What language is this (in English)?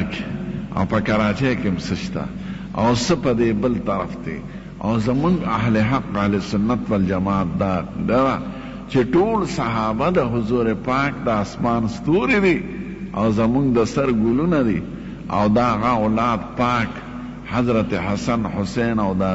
Pashto